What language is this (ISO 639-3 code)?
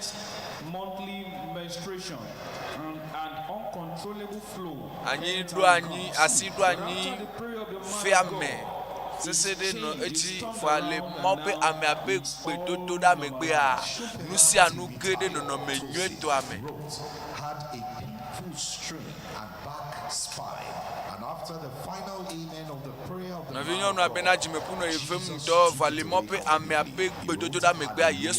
ewe